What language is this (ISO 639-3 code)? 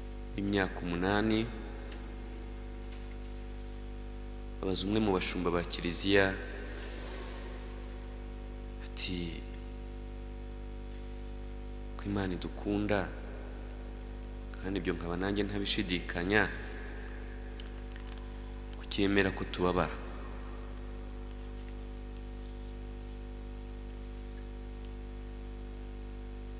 kin